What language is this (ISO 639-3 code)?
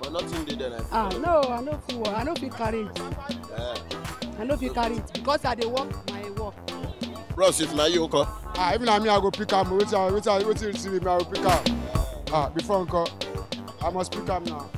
pcm